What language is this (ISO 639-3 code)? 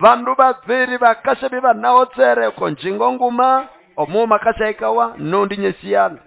nnb